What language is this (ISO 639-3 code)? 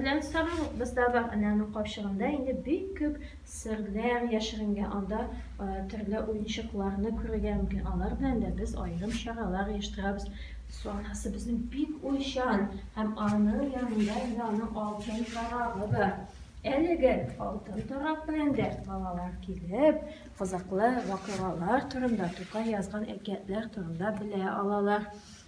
tat